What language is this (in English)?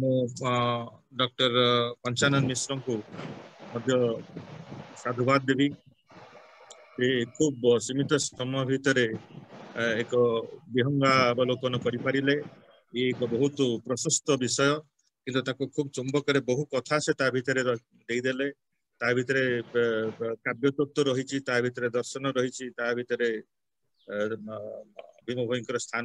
Odia